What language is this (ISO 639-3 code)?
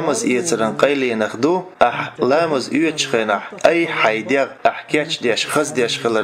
che